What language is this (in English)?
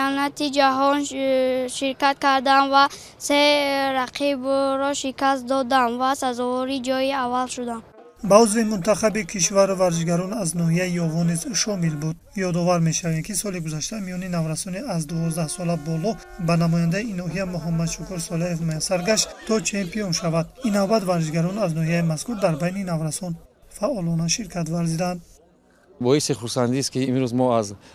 Tajik